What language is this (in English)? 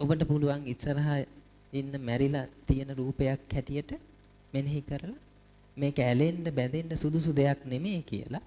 Sinhala